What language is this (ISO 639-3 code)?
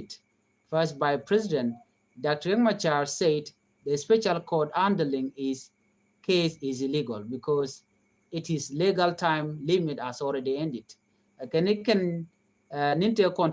nus